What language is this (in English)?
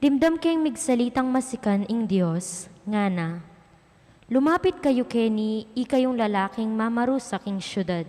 Pampanga